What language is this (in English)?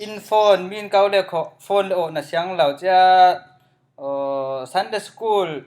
Falam Chin